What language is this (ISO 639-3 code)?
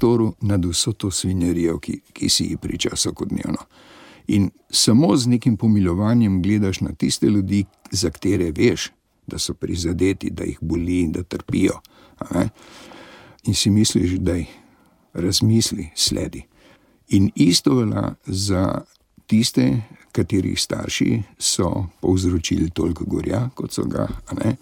slv